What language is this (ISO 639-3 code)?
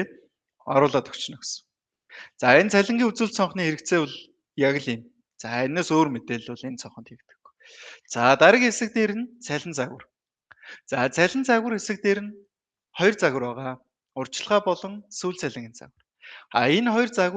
mon